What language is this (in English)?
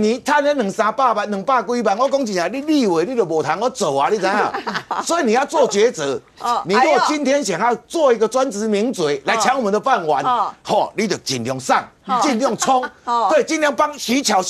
Chinese